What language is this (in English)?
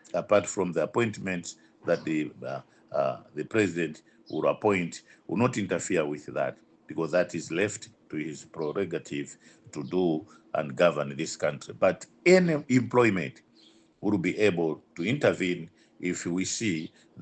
Nyanja